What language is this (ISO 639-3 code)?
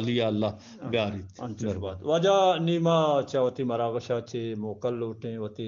bgp